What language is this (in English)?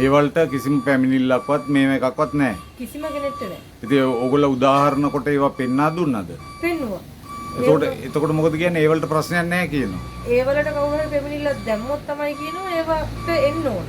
Sinhala